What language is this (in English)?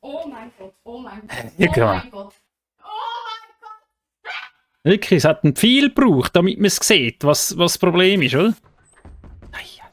Swiss German